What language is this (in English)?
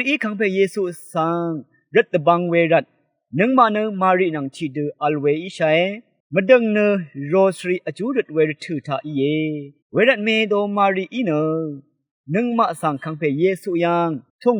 Rawang